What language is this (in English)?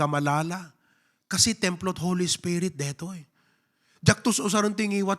Iloko